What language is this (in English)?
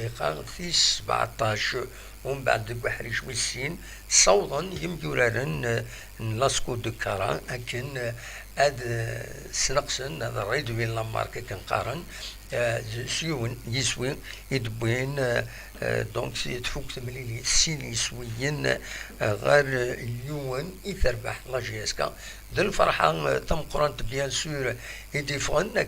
Kabyle